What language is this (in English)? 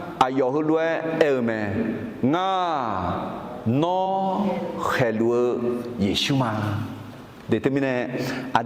Akha